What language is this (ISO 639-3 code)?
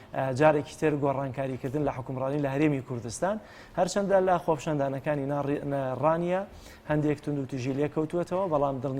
ckb